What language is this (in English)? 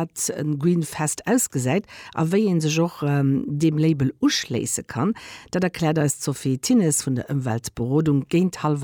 Luxembourgish